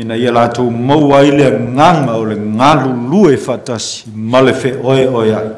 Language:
Samoan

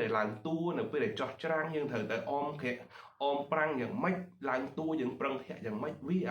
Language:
Khmer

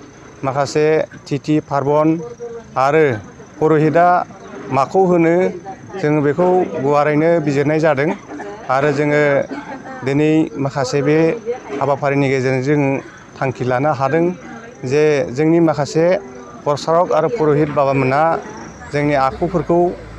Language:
Bodo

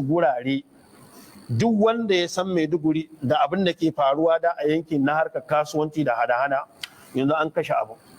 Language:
Hausa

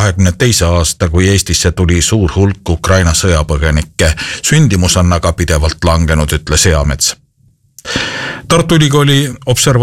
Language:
Estonian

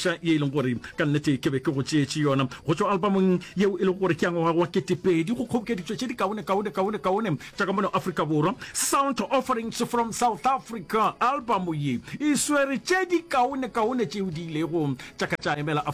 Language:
Northern Sotho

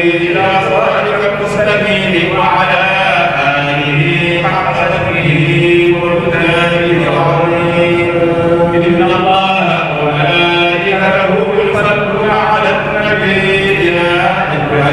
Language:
Fula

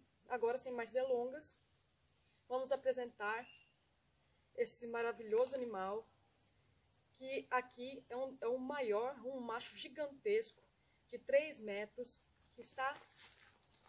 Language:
Portuguese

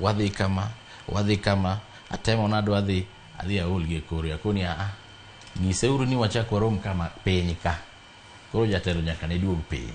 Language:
Luo (Kenya and Tanzania)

